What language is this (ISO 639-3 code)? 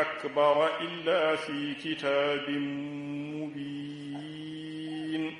ful